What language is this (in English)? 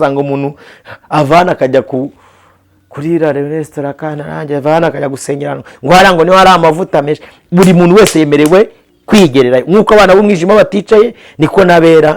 Kinyarwanda